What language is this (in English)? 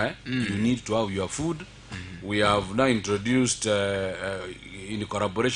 Gusii